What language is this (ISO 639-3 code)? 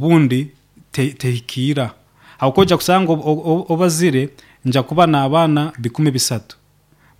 nyo